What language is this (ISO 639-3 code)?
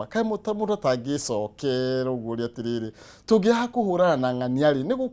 kik